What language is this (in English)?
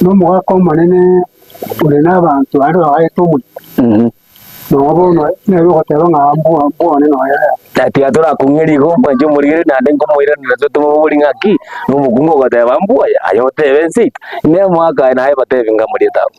Gusii